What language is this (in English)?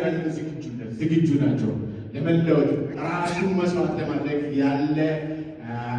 Amharic